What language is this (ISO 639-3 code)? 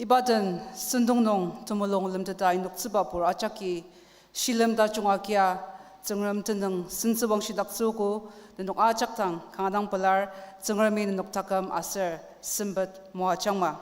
njo